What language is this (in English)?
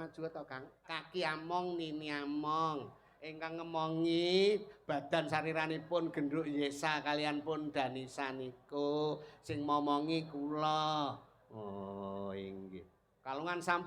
Javanese